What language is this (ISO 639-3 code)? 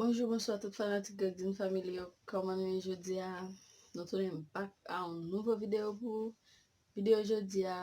hat